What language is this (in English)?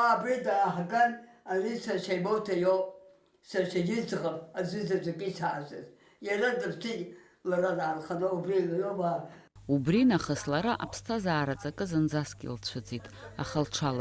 Abkhazian